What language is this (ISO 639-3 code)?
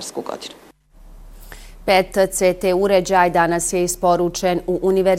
bos